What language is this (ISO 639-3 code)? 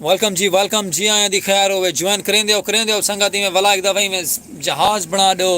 skr